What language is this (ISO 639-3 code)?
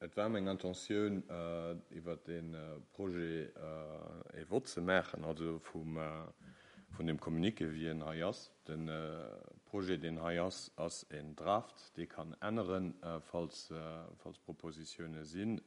ltz